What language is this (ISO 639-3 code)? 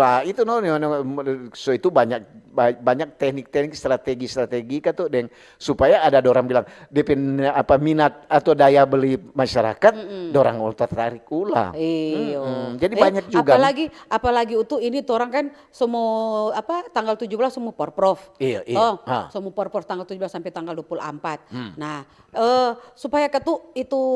xmm